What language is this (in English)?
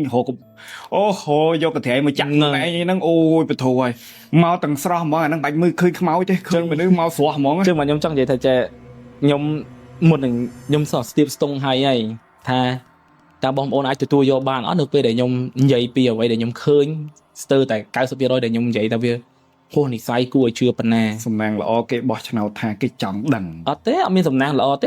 Khmer